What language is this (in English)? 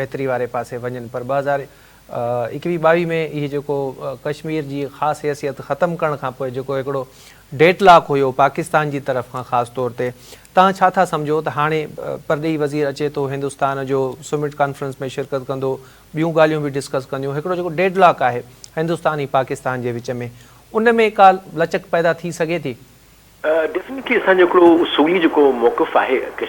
Sindhi